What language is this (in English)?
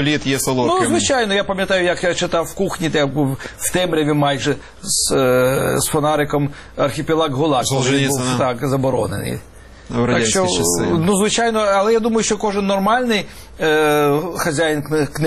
Ukrainian